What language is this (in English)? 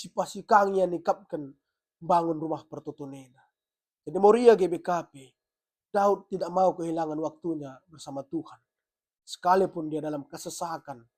Batak Karo